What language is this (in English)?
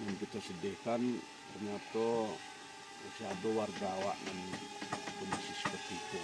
Minangkabau